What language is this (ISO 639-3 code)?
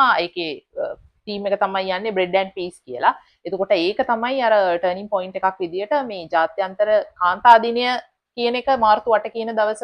sin